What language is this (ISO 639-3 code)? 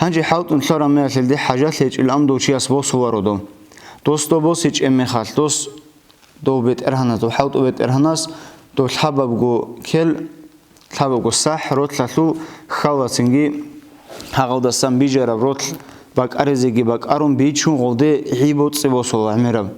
ava